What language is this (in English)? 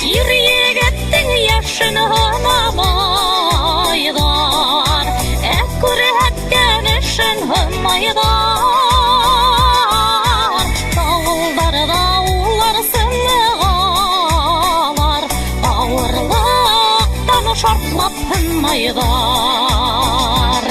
Bashkir